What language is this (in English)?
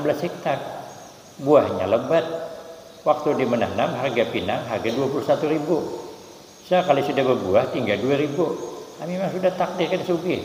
Banjar